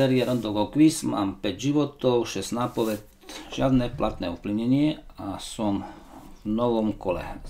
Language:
Slovak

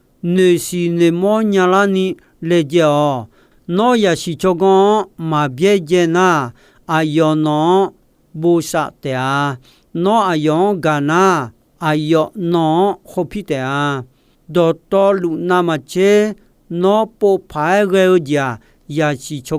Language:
Akha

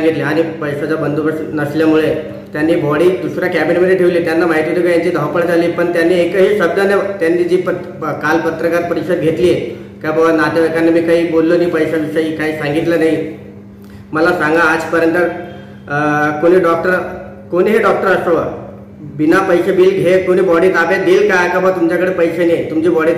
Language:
Marathi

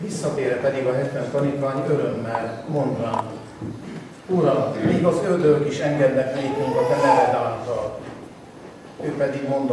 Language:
Hungarian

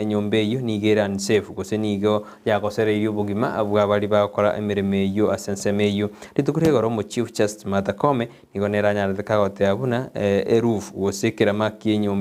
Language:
Gusii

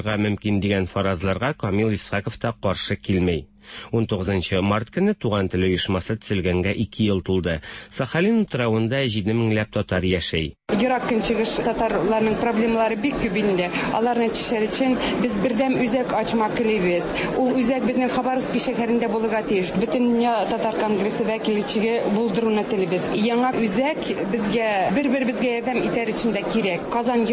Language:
Tatar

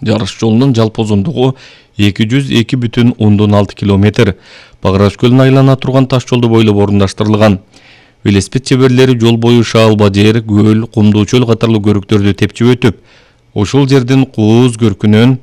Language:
Kyrgyz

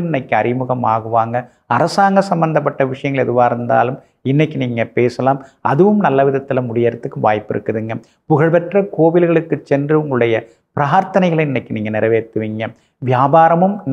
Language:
Tamil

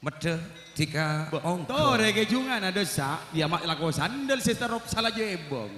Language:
Madurese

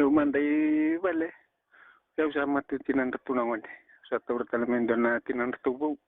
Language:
Fijian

